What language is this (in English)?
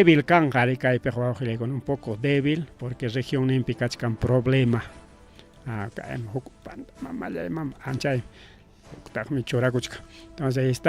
Ayacucho Quechua